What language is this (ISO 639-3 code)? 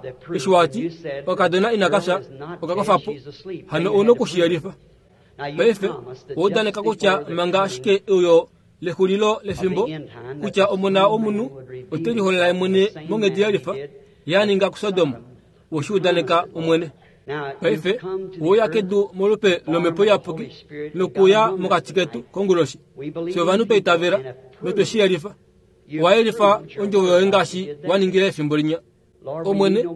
kua